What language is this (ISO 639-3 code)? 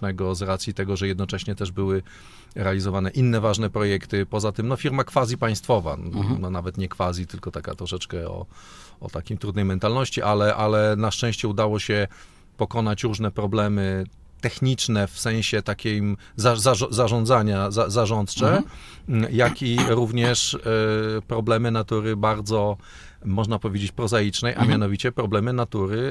pol